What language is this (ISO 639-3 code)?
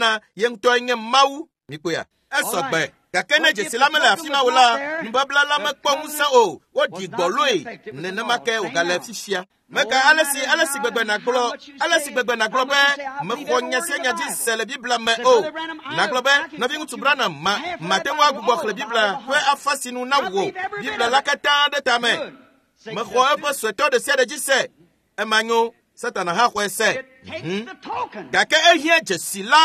ewe